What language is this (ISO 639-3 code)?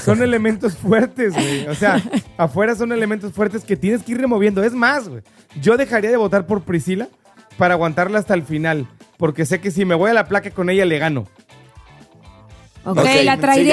spa